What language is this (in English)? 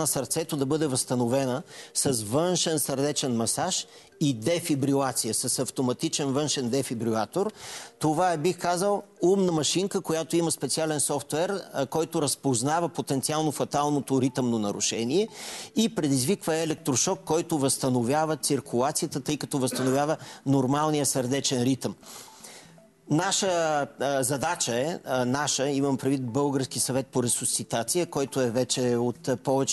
Bulgarian